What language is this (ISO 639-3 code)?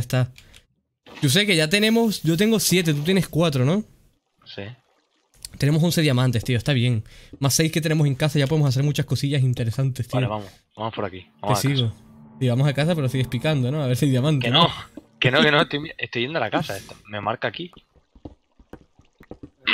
spa